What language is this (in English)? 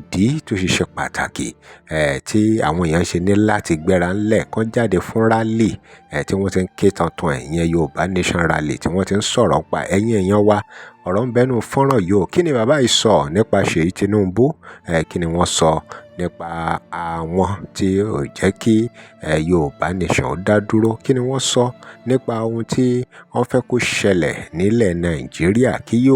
Yoruba